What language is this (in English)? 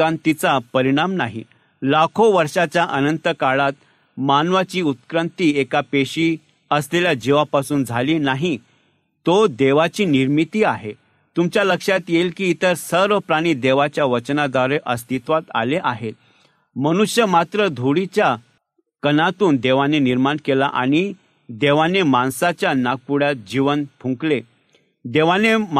Marathi